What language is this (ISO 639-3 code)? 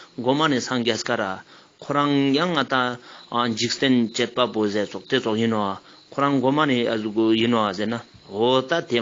lbj